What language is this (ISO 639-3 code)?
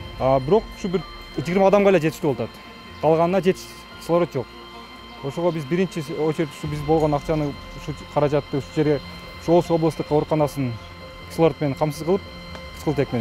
kir